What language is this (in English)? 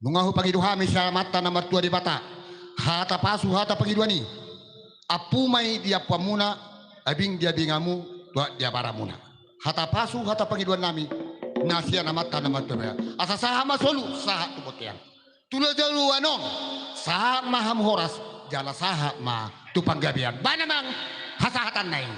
Batak Toba